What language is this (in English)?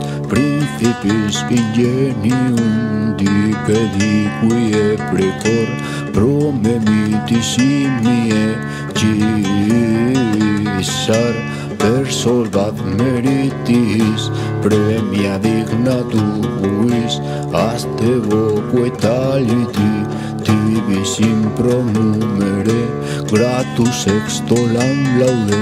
Latin